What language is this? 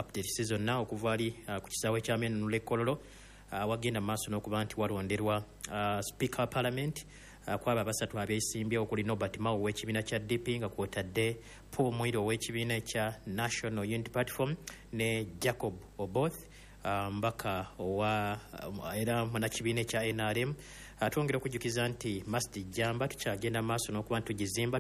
Ganda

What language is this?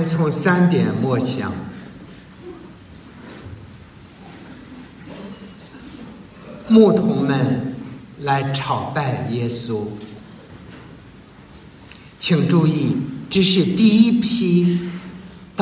Chinese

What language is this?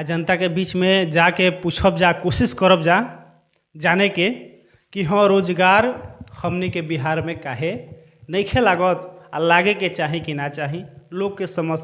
Bhojpuri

